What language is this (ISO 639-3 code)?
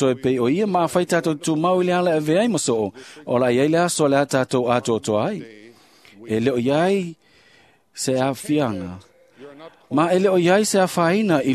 smo